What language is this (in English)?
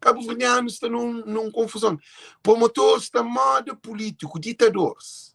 Kabuverdianu